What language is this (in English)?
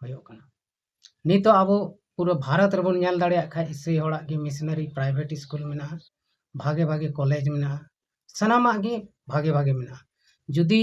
Santali